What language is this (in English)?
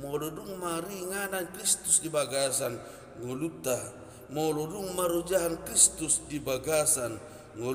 Batak Toba